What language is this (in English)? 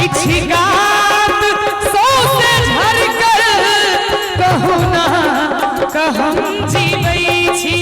Maithili